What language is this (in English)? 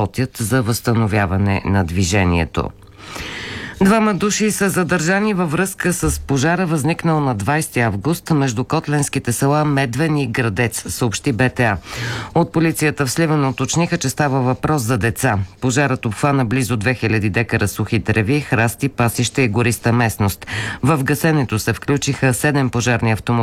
Bulgarian